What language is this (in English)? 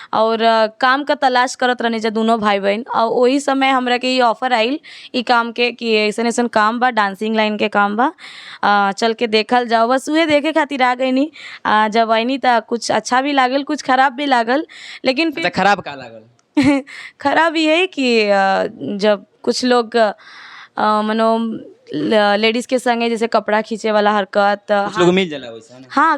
Bhojpuri